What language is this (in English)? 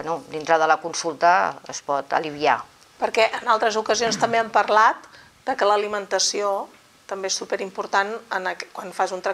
Catalan